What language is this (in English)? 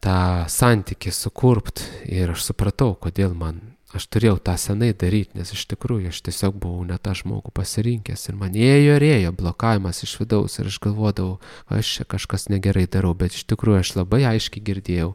Lithuanian